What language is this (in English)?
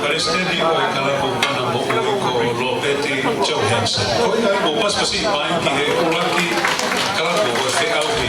Tongan